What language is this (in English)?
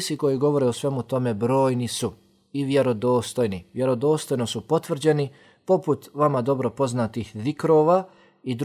Bosnian